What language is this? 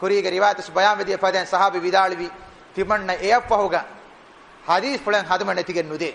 Divehi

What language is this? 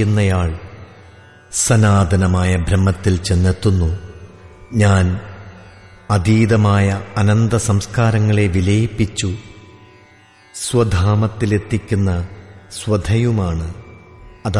Malayalam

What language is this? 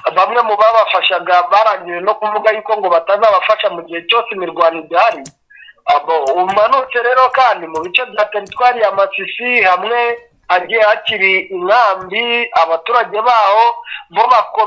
Kinyarwanda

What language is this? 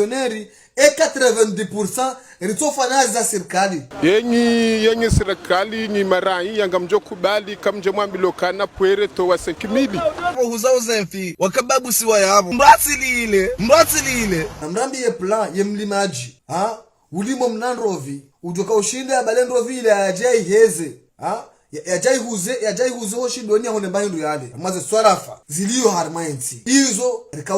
Ngazidja Comorian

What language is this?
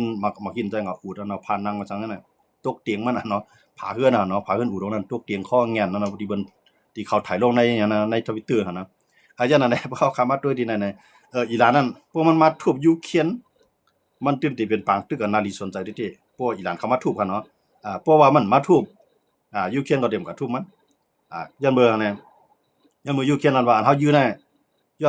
Shan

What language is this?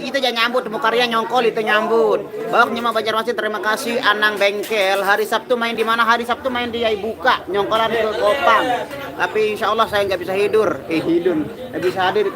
Sasak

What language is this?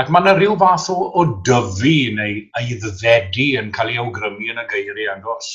Welsh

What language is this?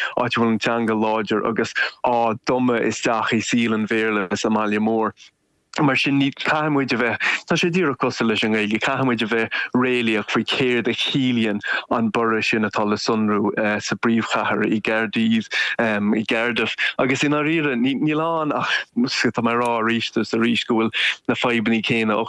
Irish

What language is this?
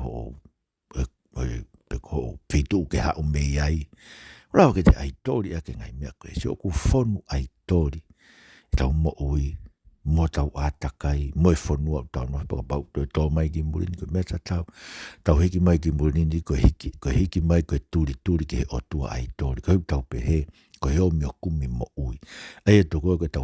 Tongan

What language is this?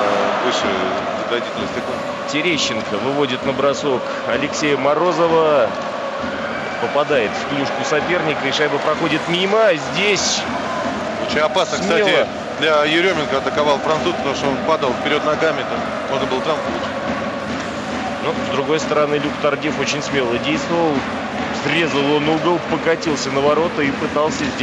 Russian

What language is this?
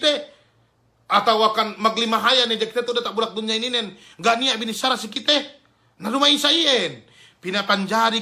Yakan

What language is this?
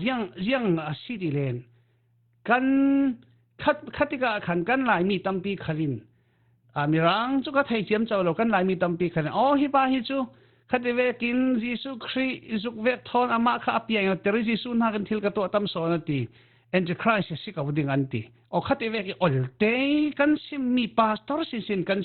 Falam Chin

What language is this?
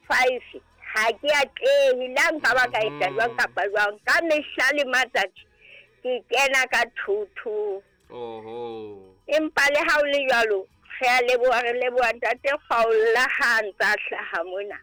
Southern Sotho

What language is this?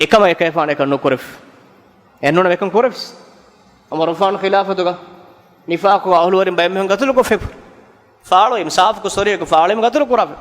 Divehi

